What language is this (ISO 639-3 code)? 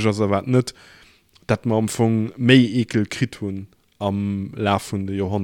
ltz